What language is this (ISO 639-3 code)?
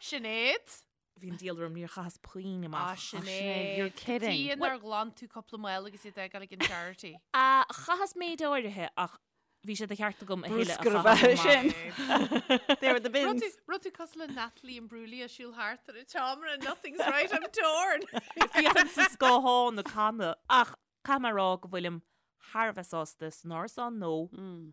gle